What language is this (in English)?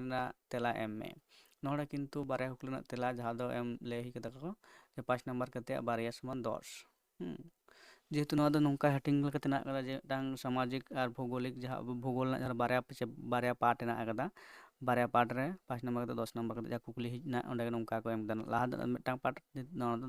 Santali